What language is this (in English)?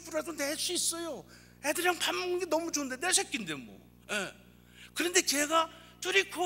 Korean